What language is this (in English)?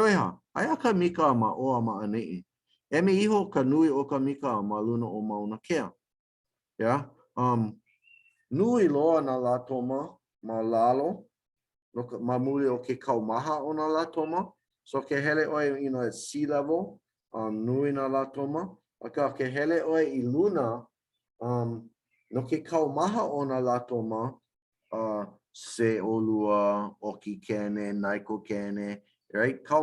Hawaiian